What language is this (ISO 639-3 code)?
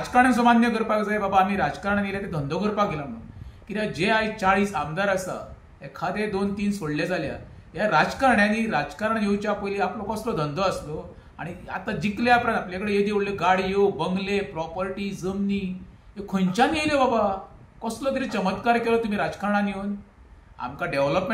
kok